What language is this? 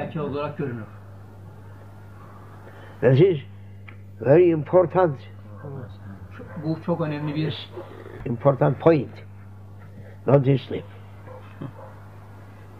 Turkish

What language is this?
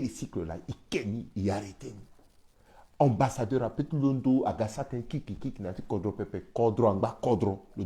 Sango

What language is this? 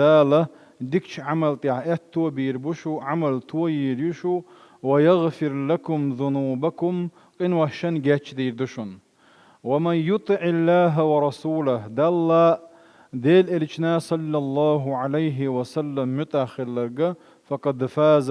Chechen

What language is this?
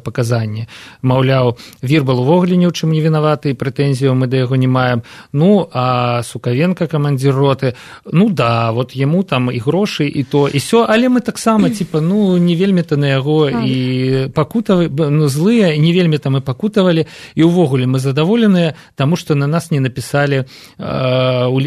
Belarusian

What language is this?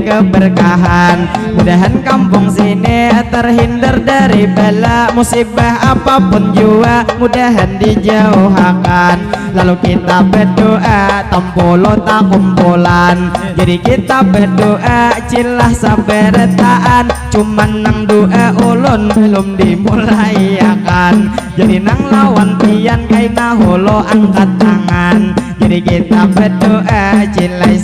Banjar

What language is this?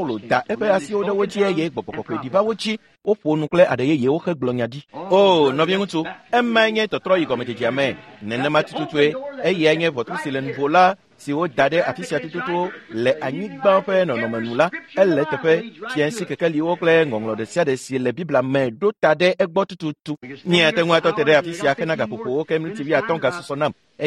Ewe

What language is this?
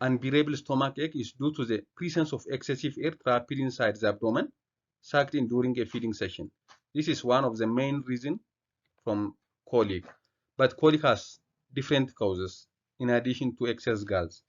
English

